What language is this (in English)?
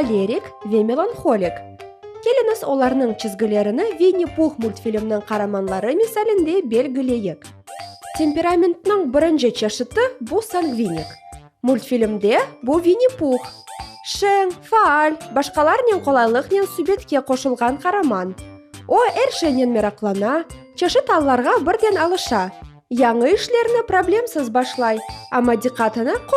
Crimean Tatar